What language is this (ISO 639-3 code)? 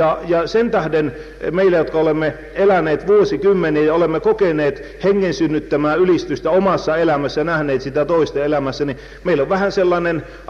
fin